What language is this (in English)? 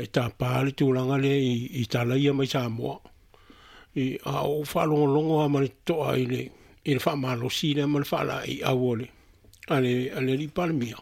Samoan